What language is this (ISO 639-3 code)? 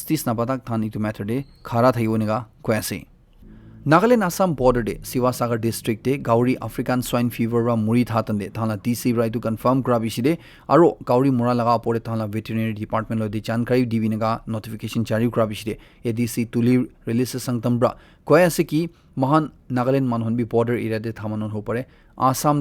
nag